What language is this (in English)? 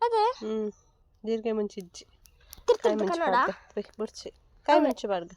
Tulu